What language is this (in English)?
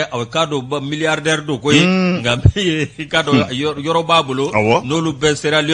Bambara